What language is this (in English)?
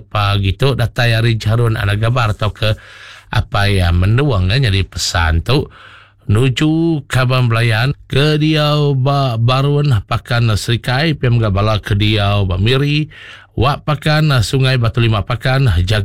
Iban